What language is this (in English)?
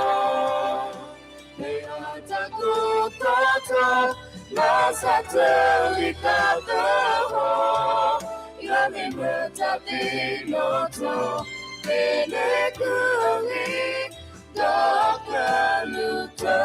S'gaw Karen